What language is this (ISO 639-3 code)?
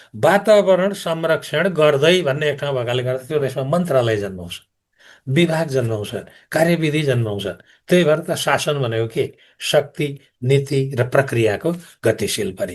nep